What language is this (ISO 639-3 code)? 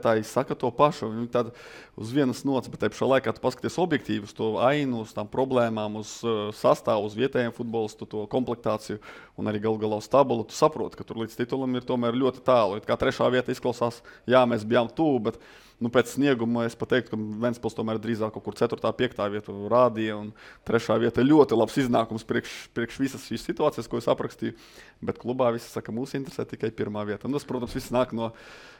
lav